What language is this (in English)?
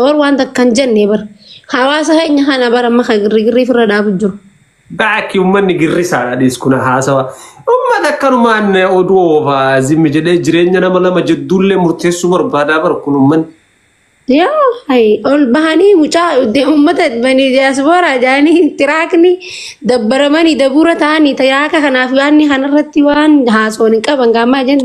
Oromo